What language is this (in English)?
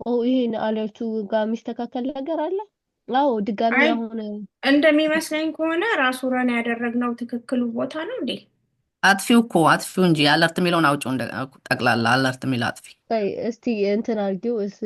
Amharic